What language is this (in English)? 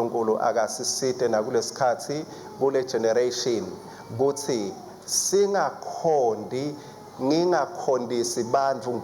Swati